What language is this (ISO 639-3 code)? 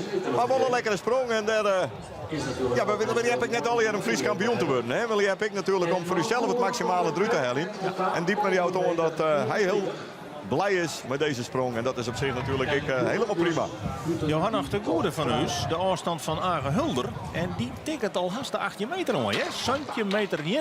fry